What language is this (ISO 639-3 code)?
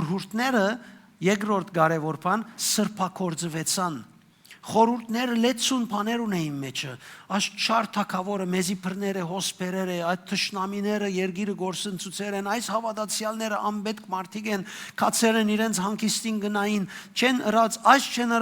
hyw